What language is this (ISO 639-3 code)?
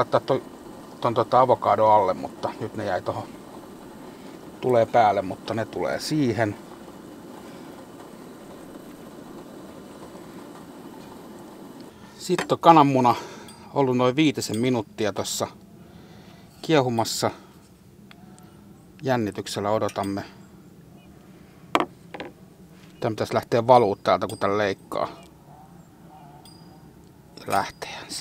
fin